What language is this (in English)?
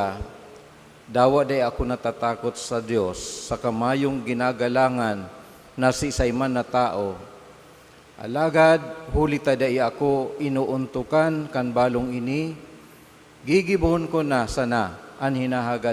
Bikol